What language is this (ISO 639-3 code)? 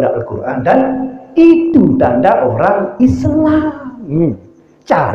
sas